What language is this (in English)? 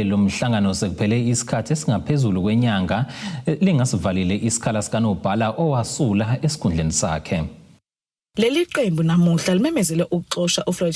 Zulu